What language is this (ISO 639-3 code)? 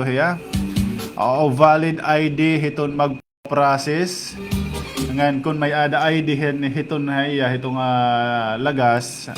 war